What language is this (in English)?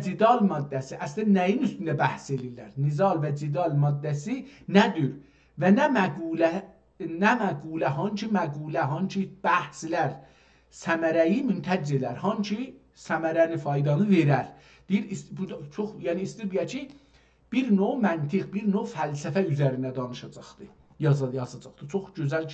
South Azerbaijani